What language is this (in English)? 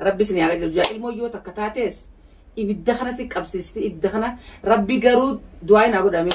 Oromo